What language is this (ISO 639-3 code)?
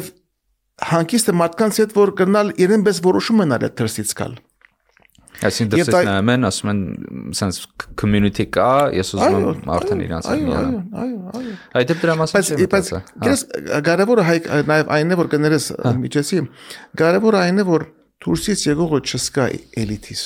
hye